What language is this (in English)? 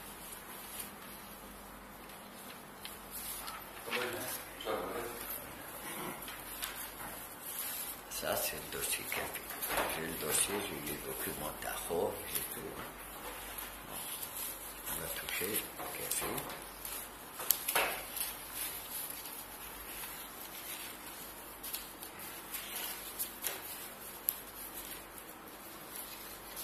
French